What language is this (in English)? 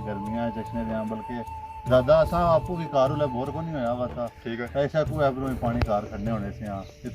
Pahari-Potwari